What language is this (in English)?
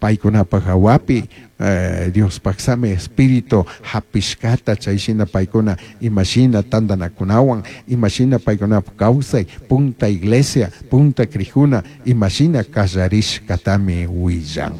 Chimborazo Highland Quichua